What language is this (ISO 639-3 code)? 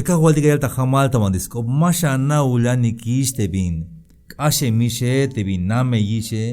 tzh